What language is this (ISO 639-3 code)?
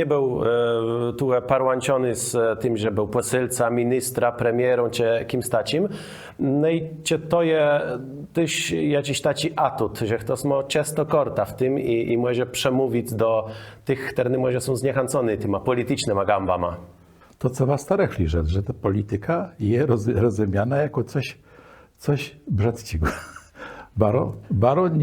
csb